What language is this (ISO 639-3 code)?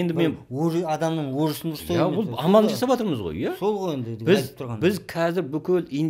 kaz